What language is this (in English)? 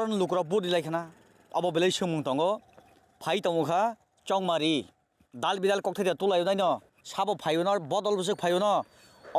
Kok Borok